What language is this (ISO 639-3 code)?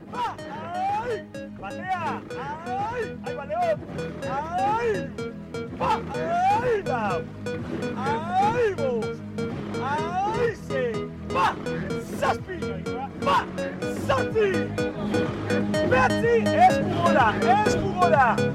eus